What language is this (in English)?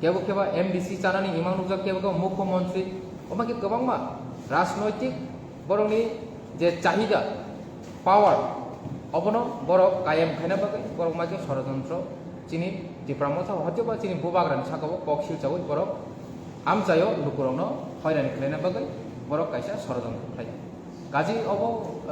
Kok Borok